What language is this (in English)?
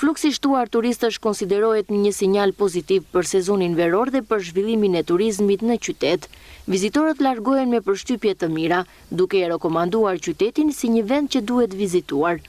Albanian